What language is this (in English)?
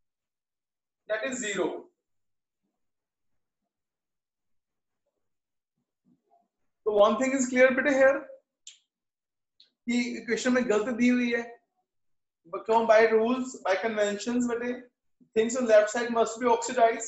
Hindi